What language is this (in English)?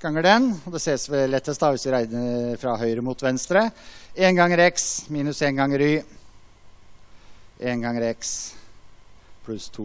Norwegian